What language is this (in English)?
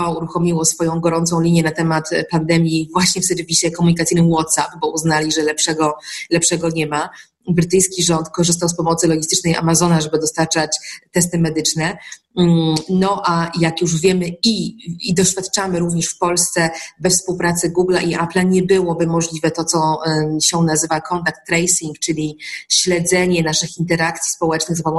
Polish